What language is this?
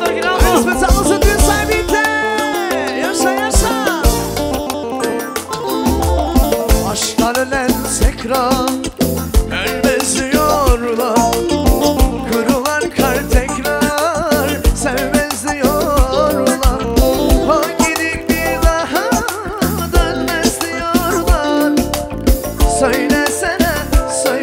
Turkish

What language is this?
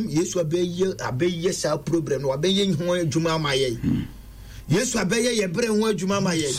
Akan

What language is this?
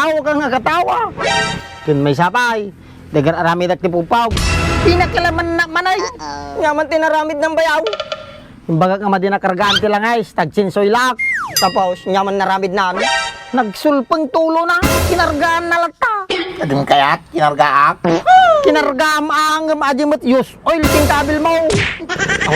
Iloko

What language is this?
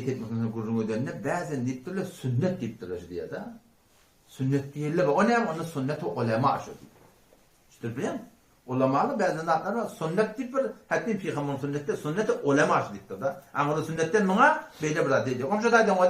Turkmen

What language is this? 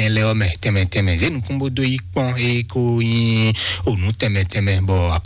Fon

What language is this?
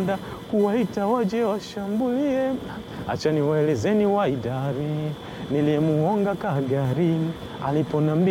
Swahili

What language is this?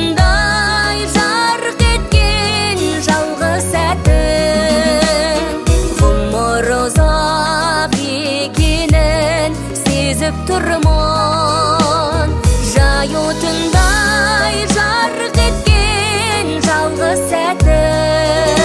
Kazakh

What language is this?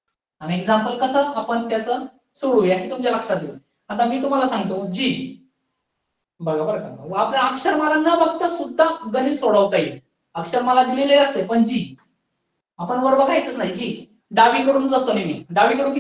Marathi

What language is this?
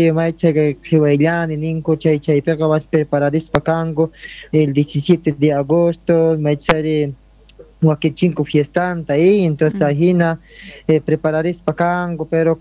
South Bolivian Quechua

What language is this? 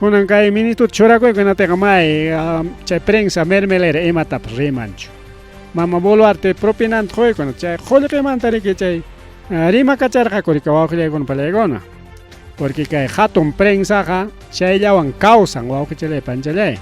Ayacucho Quechua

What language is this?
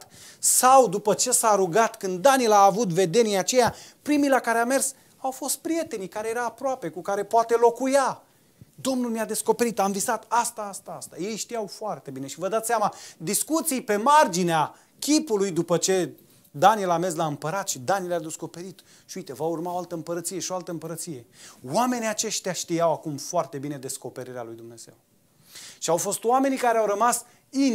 Romanian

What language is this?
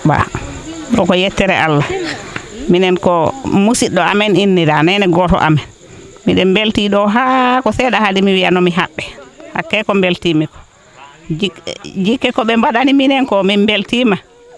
Fula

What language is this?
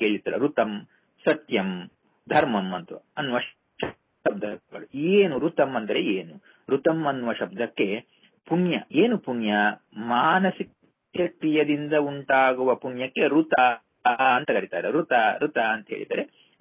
Kannada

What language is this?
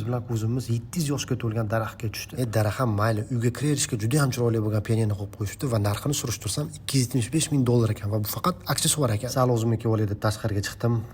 Uzbek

